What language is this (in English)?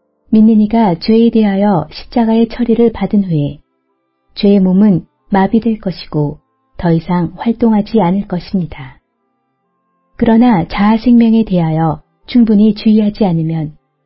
Korean